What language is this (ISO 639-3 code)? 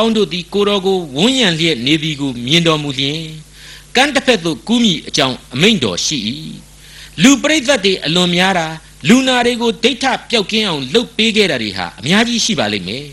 mya